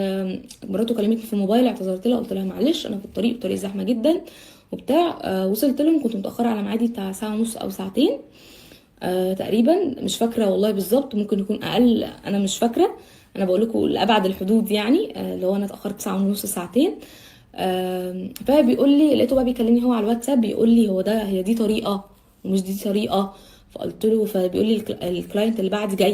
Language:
Egyptian Arabic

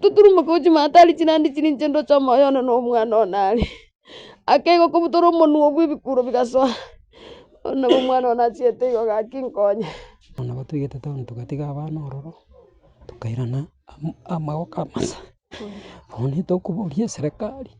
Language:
Gusii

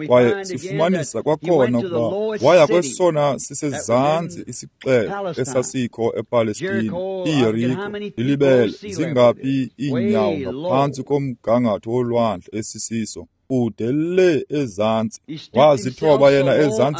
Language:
Xhosa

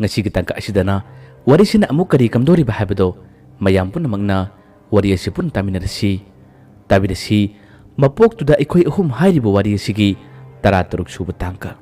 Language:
Manipuri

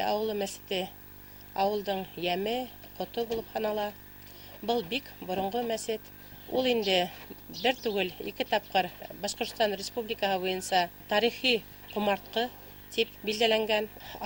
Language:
Bashkir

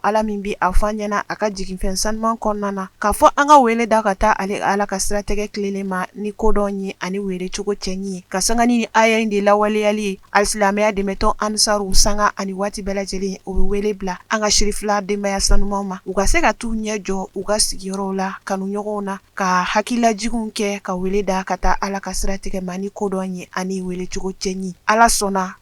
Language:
Bambara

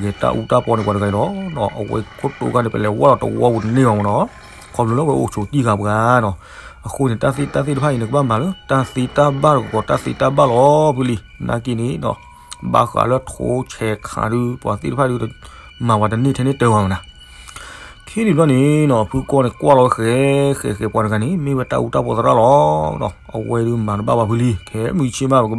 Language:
S'gaw Karen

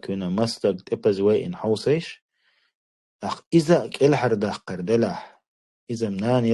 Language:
Chechen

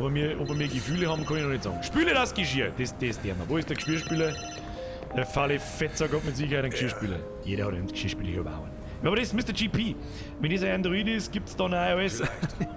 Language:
Bavarian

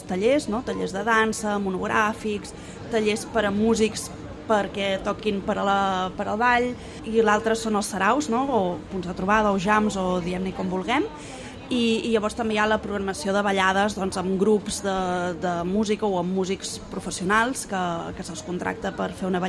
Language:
Catalan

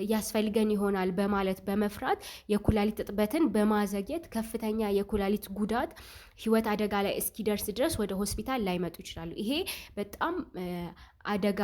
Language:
Amharic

